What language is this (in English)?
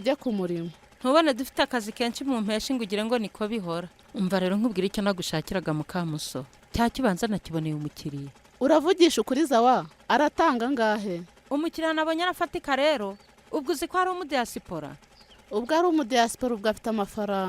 Kinyarwanda